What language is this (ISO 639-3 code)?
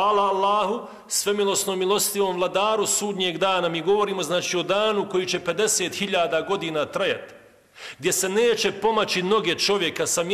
bos